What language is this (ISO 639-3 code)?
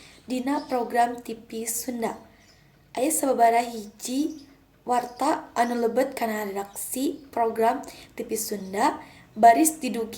sun